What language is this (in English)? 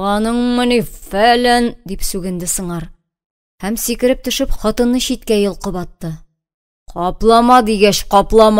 Tatar